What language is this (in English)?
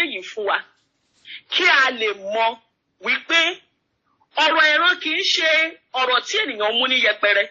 Yoruba